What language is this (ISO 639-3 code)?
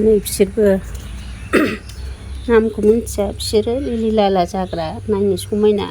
brx